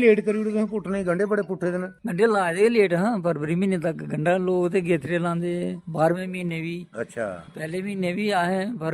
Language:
Dogri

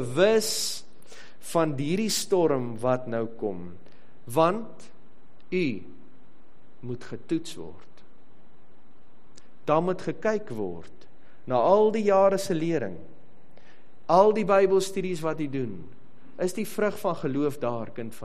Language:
Afrikaans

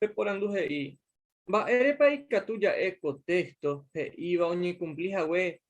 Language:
Guarani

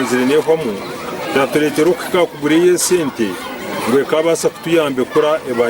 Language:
Nyankole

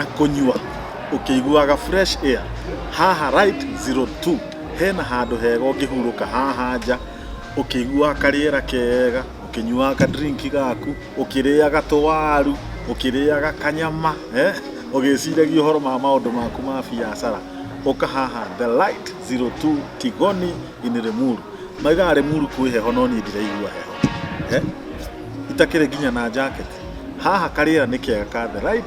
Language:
Kikuyu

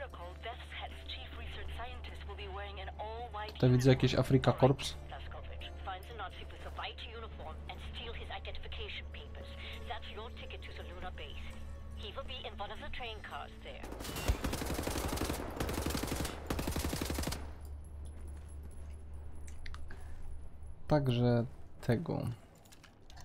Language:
Polish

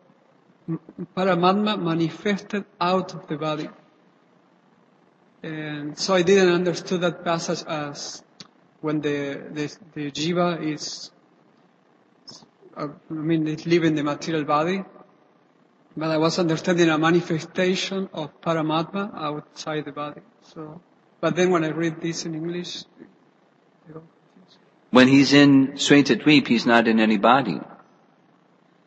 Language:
English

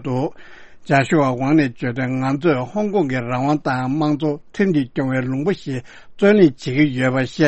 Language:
Tibetan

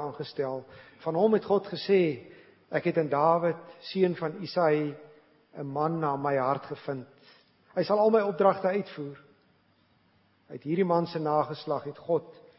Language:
Afrikaans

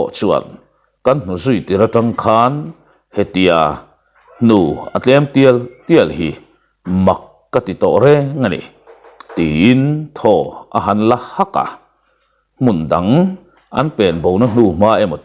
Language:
Mizo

